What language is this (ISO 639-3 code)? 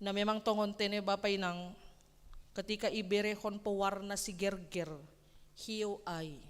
bts